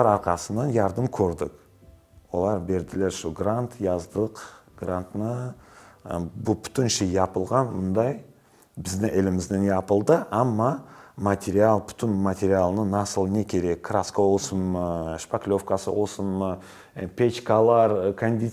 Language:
Crimean Tatar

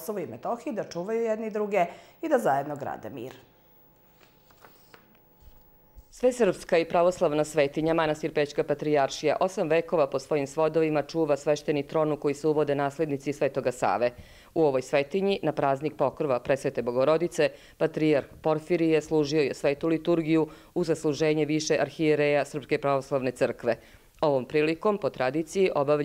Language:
Serbian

